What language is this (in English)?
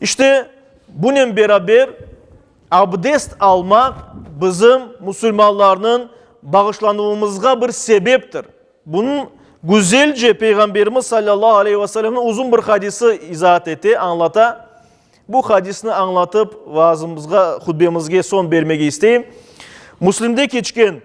Crimean Tatar